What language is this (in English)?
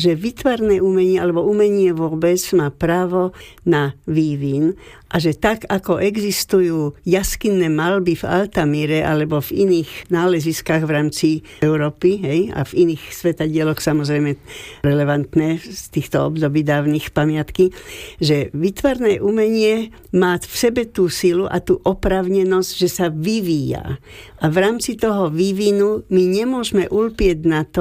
Slovak